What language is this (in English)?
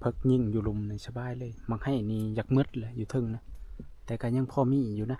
Northeastern Thai